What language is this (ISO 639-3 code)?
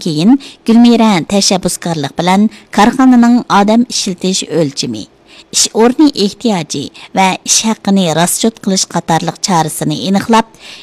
uig